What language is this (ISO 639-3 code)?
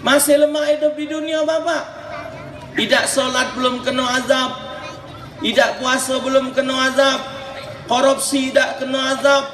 mui